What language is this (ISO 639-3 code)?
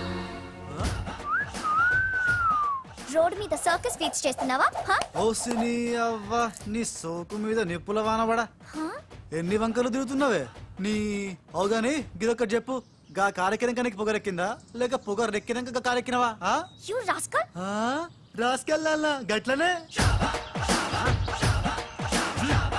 tel